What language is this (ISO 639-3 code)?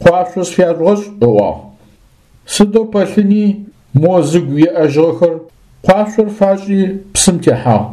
ady